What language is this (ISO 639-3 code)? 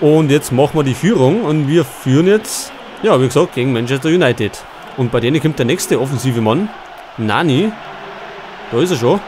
bar